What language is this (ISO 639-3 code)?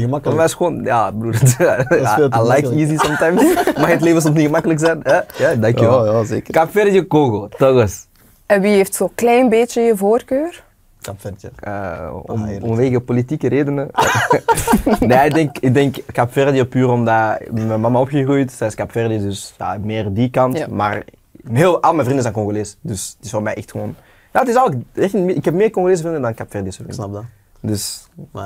nld